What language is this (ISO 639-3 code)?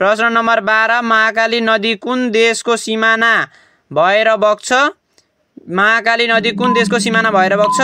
nep